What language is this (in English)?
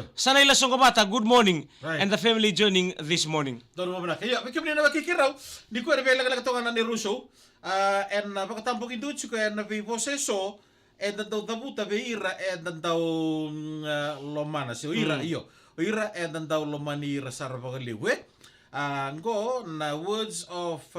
Fijian